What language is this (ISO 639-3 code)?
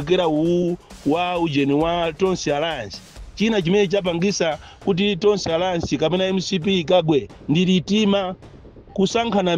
nya